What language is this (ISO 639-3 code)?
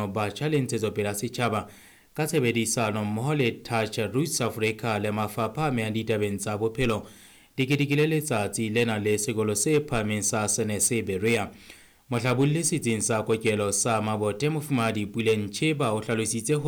sot